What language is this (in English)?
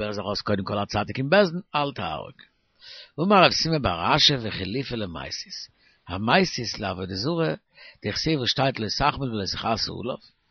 Yiddish